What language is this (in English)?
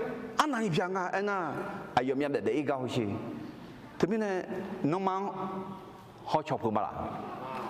Akha